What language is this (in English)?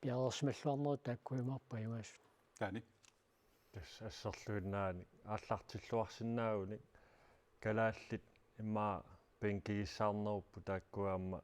Kalaallisut